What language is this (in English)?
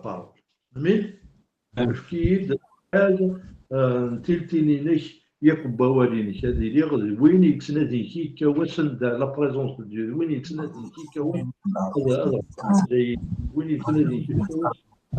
Kabyle